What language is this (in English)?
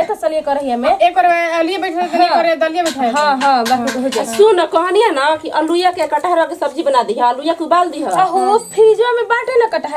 Bhojpuri